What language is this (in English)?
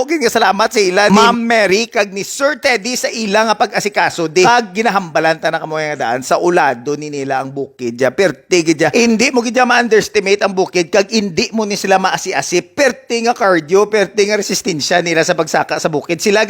Hiligaynon